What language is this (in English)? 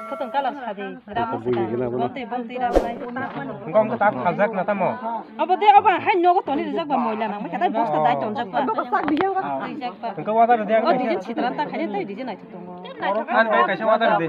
Kok Borok